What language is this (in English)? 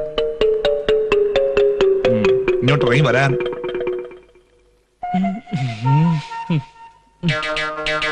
Malayalam